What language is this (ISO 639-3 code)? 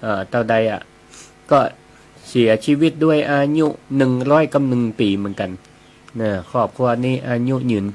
nod